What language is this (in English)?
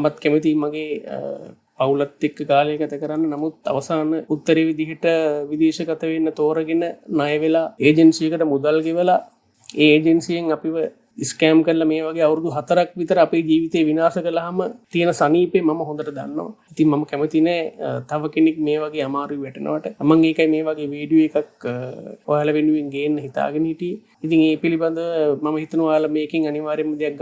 Sinhala